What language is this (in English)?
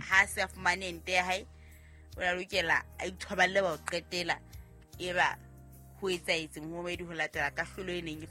Southern Sotho